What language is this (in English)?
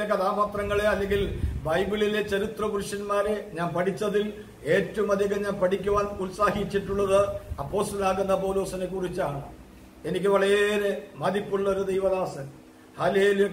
Malayalam